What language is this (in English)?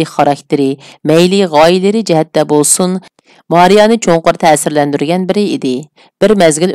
Uyghur